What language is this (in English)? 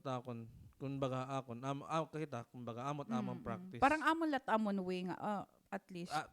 Waray